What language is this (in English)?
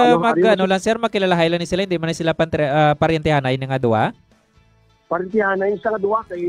Hiligaynon